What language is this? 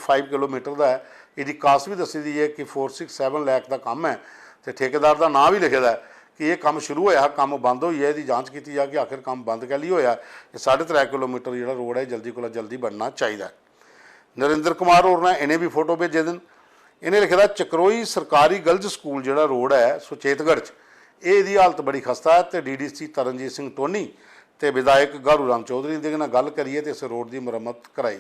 Dogri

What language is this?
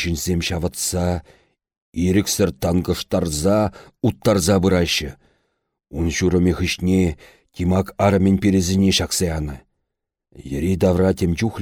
Chuvash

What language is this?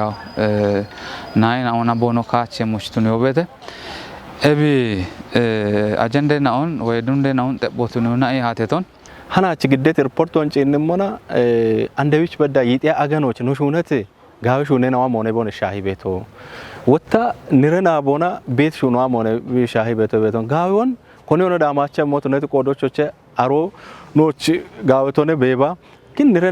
Kafa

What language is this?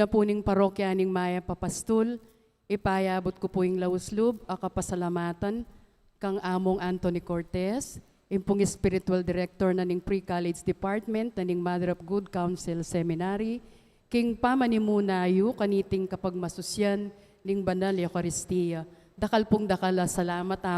Pampanga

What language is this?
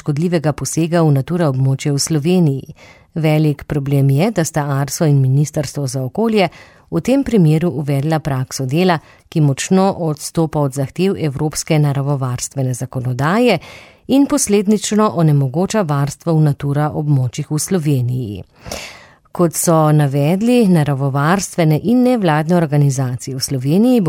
Slovenian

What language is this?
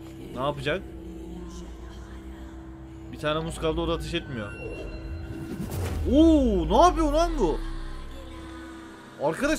Turkish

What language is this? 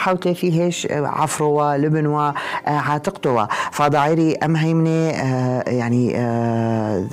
North Levantine Arabic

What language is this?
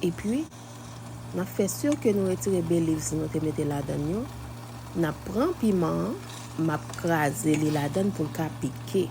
Haitian Creole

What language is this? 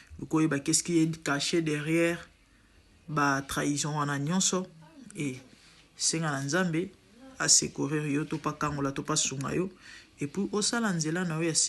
Lingala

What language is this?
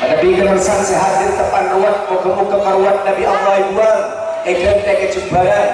Madurese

